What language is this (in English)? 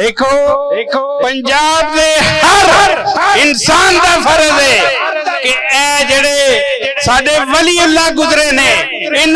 Western Panjabi